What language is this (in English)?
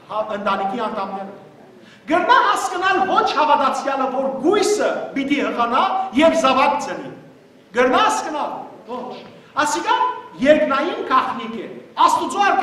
Western Armenian